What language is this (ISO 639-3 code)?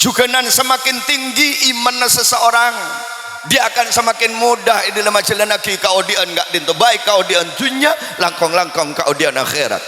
mad